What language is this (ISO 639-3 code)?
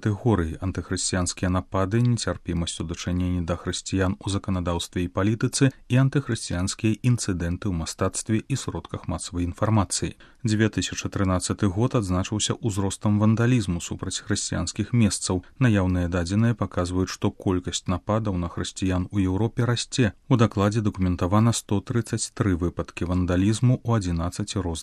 bel